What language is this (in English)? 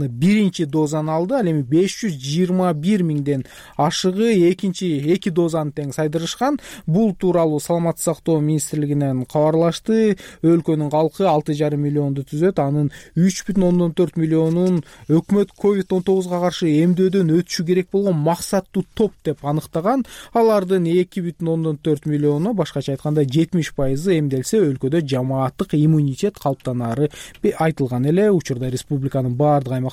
Kyrgyz